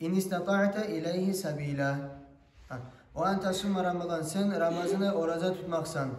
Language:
Kumyk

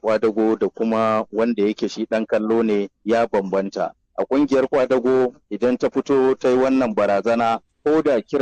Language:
Hausa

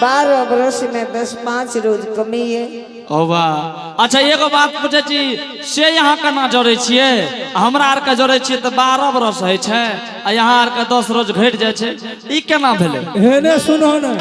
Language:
Angika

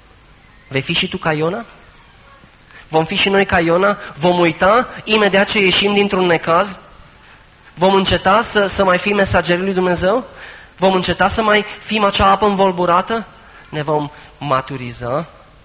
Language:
Romanian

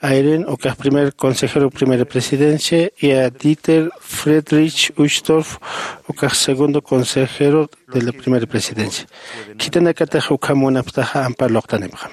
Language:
Aymara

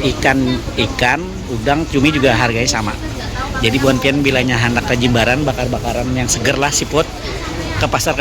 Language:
Banjar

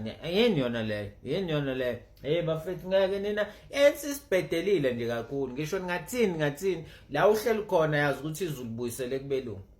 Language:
Zulu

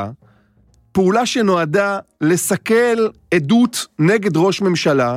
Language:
Hebrew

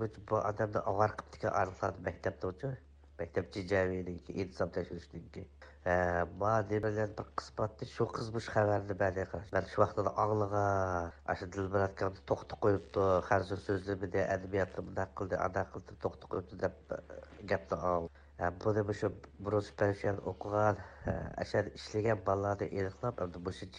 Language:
Uyghur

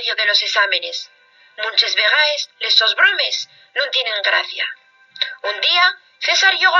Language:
Asturian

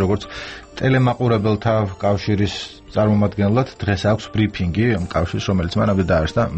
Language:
Georgian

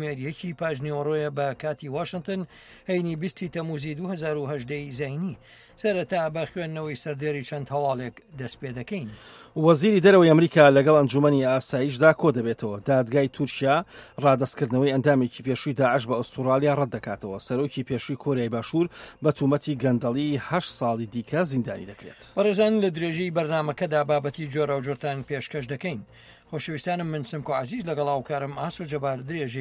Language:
Central Kurdish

